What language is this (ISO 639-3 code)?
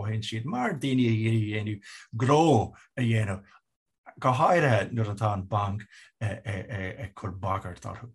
gle